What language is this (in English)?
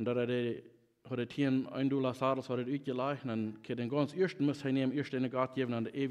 Plautdietsch